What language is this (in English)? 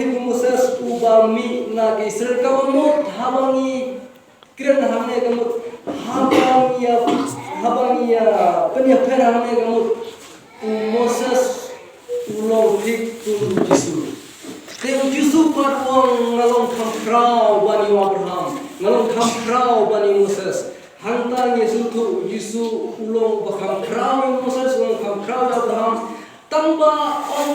Khasi